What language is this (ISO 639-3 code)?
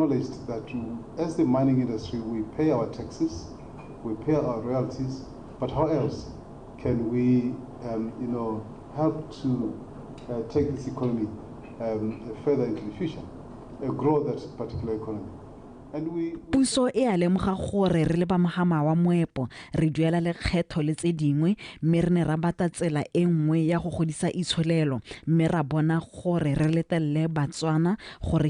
tsn